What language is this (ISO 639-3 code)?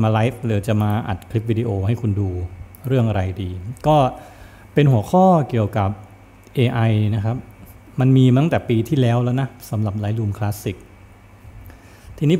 tha